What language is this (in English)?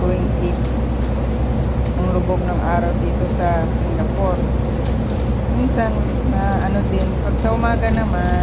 Filipino